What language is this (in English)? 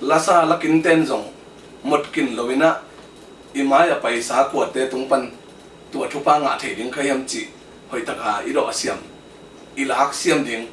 Tedim Chin